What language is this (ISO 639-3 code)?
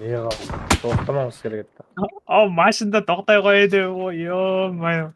kaa